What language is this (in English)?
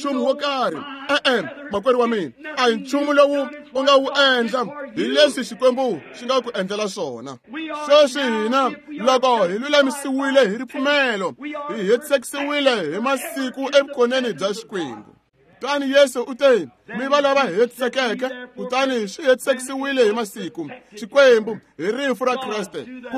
Tsonga